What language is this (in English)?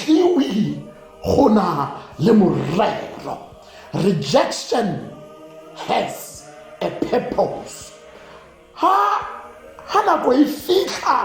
Tswana